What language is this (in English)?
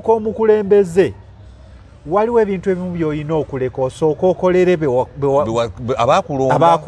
Ganda